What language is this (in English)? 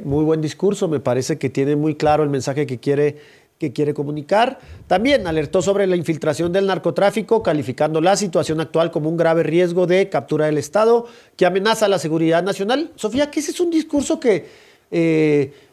Spanish